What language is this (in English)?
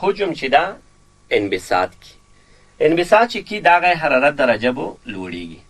Pashto